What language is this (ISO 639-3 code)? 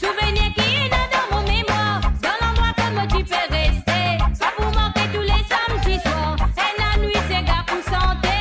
mfe